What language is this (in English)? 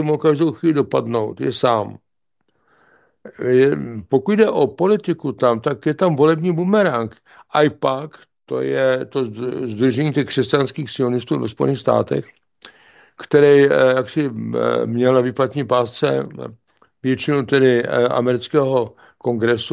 Czech